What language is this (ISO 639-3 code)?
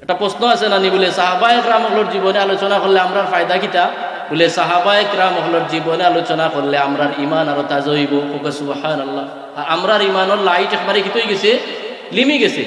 syl